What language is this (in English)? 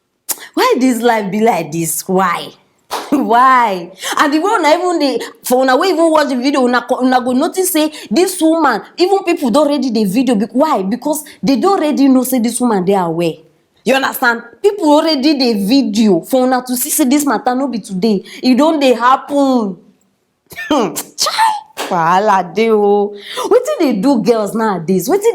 Nigerian Pidgin